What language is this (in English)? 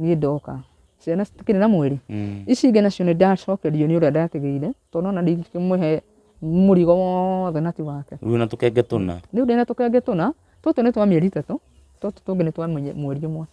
Kikuyu